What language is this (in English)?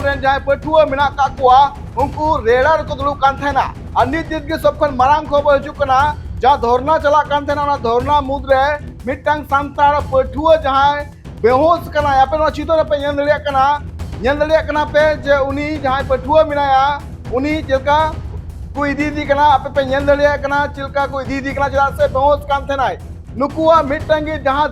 Santali